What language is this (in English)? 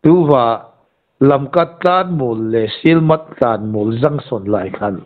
Hmar